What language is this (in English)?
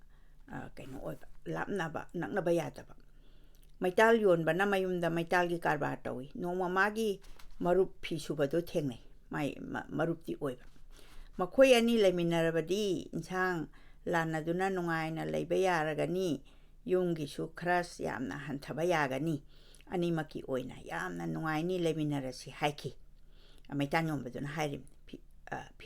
Manipuri